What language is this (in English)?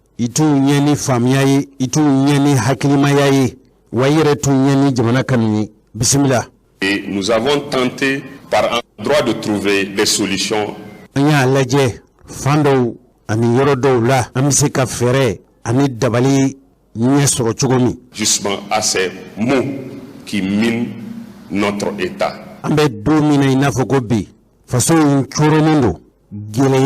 Bambara